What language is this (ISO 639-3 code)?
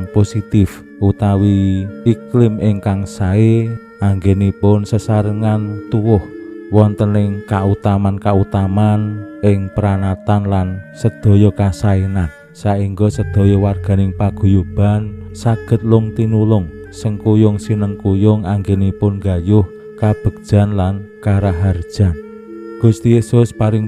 jav